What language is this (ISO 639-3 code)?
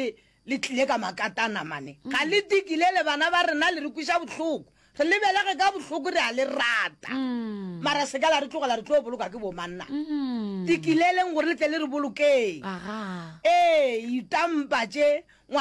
nso